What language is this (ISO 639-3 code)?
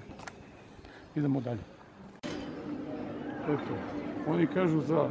hrv